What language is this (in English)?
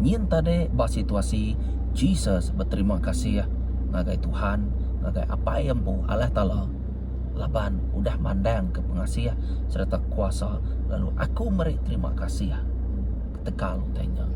Iban